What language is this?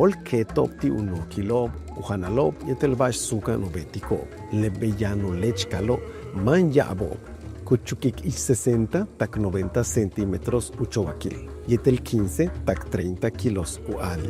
Yucateco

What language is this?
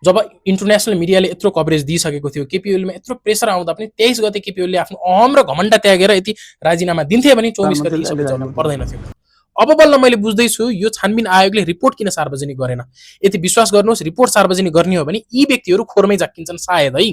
Nepali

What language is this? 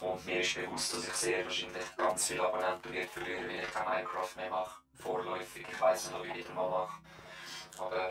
Swiss German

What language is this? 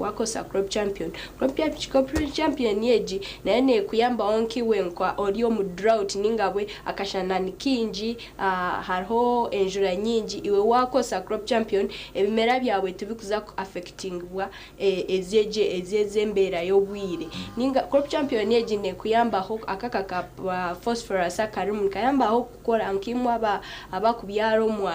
Nyankole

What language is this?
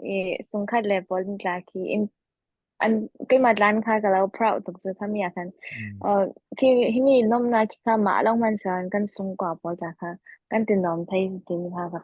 Falam Chin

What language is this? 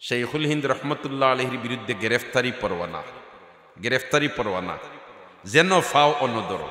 Sylheti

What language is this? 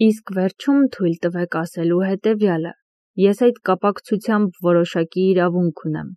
Armenian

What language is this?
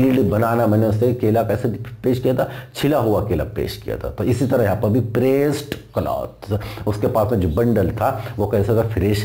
Hindi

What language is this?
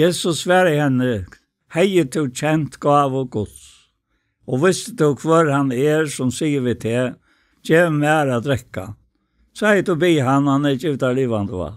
Faroese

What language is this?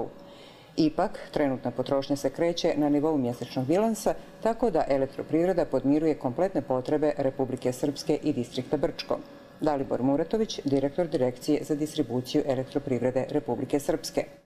Croatian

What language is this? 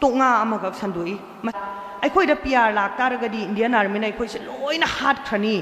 Manipuri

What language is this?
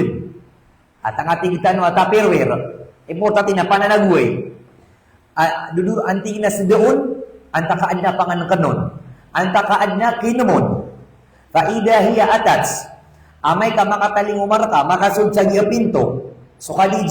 Maranao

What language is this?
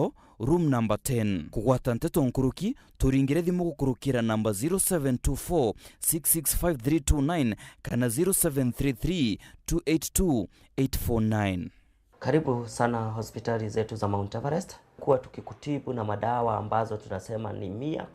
Meru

